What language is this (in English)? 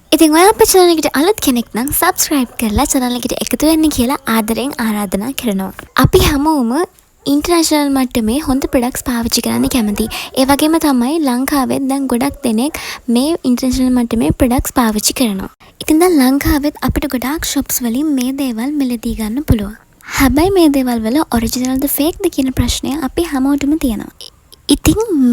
Sinhala